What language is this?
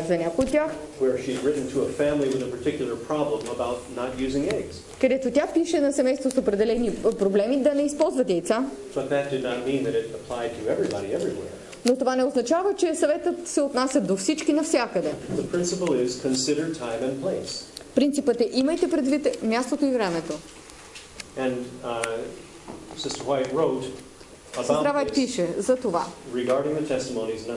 Bulgarian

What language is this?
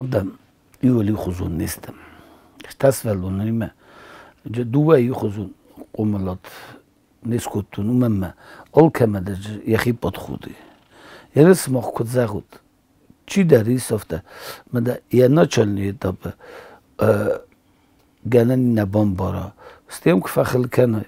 Ossetic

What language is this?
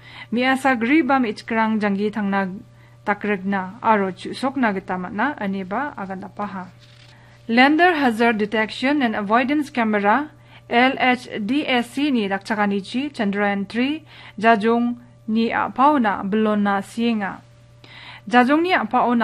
Garo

